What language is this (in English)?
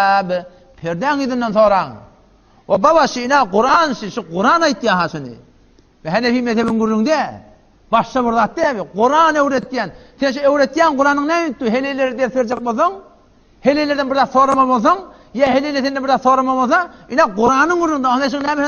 Turkmen